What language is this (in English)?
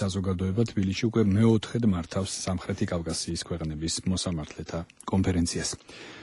Georgian